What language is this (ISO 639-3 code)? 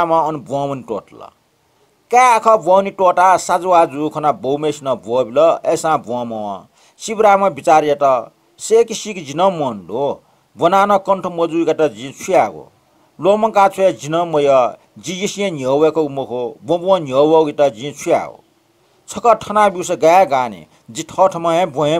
new